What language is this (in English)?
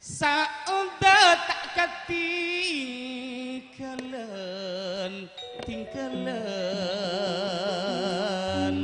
Madurese